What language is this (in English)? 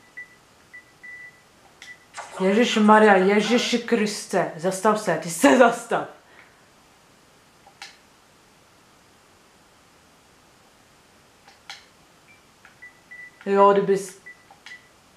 Czech